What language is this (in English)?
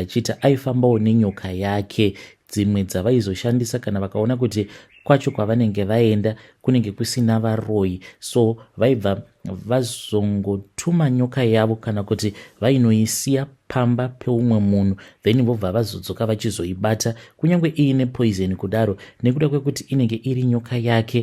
Shona